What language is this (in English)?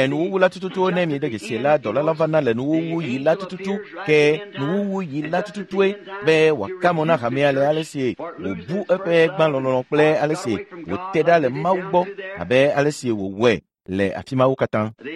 Ewe